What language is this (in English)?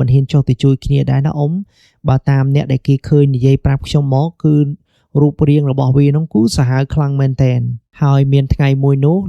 Khmer